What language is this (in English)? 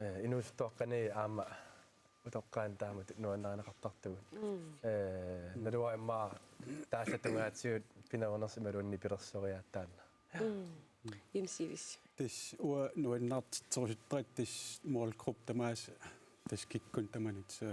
Kalaallisut